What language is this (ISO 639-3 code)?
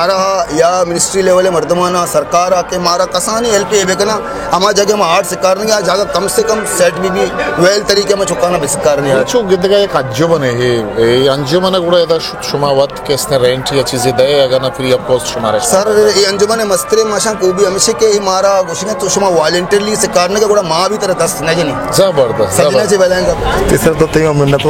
bal